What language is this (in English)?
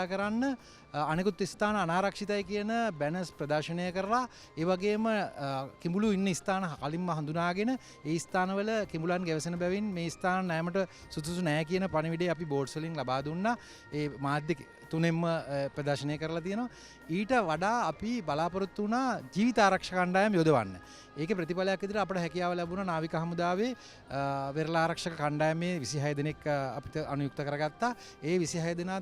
Sinhala